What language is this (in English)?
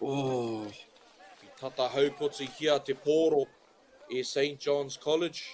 Māori